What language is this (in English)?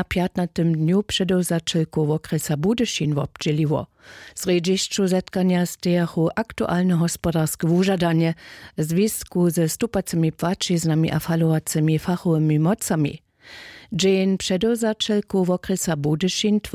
Upper Sorbian